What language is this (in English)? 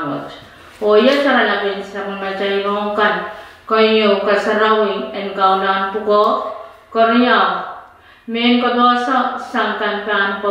Pohnpeian